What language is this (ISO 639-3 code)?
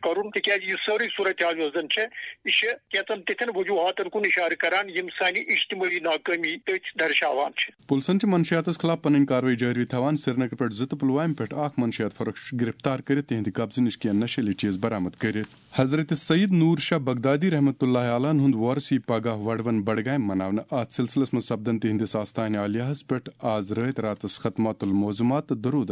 kas